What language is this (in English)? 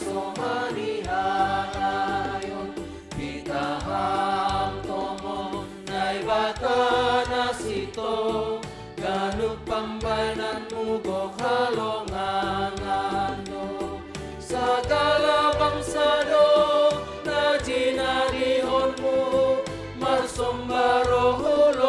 Batak Simalungun